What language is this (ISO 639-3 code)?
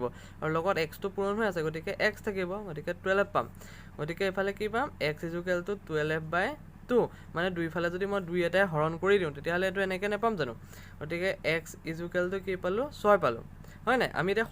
asm